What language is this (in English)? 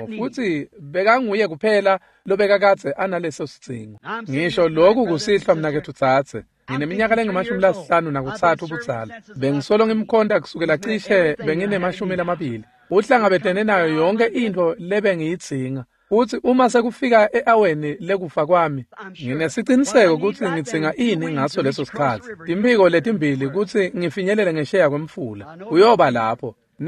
Swati